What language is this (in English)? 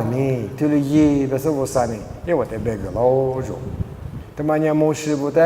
Lisu